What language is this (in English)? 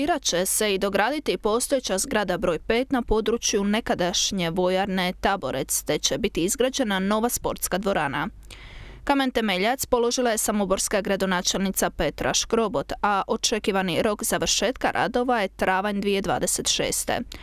Croatian